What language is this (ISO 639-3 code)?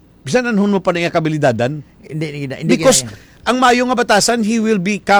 hil